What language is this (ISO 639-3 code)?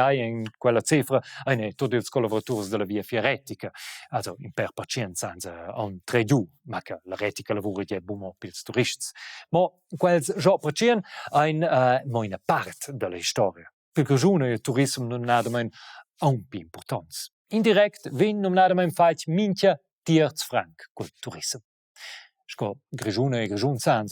roh